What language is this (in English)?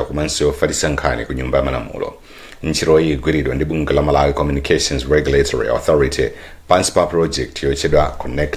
Nyanja